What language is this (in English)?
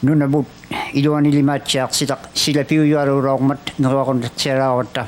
Inuktitut